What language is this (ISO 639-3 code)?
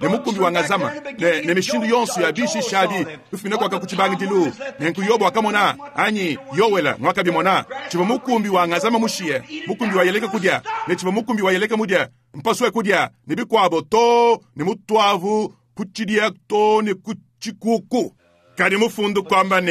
lua